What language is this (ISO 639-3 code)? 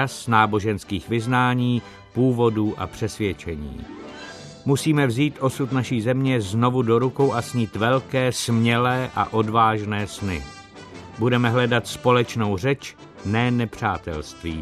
ces